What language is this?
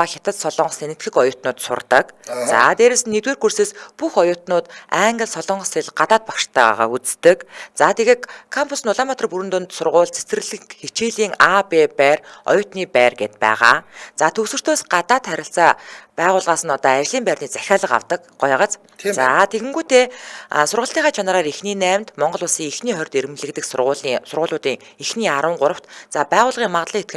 Mongolian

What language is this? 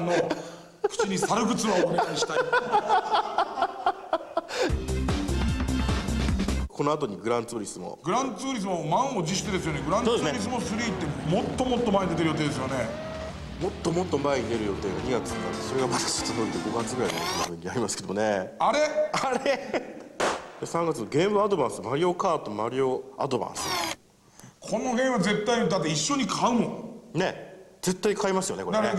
Japanese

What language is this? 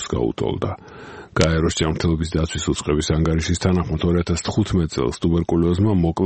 Georgian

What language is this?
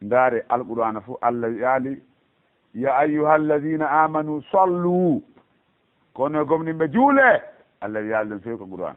Fula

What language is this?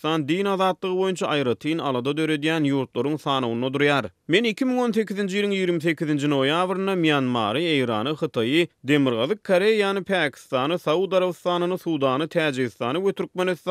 Turkmen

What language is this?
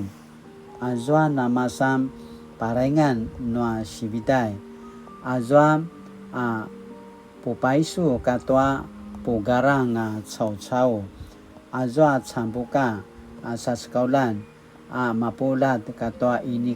Paiwan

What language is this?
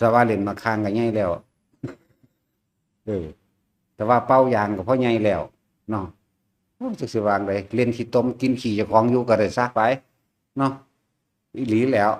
Lao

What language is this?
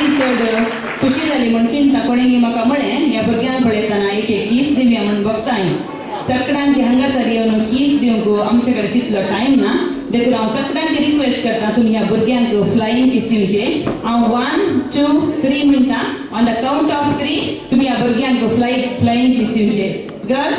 Konkani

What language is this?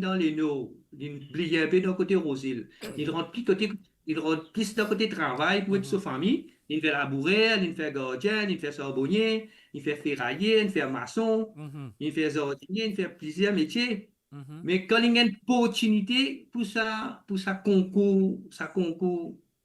Morisyen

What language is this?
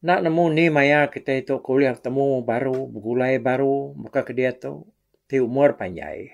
Iban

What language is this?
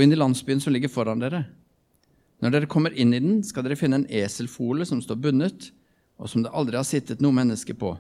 Norwegian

